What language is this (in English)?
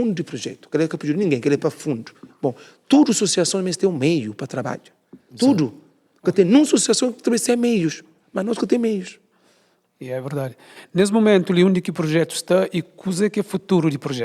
Kabuverdianu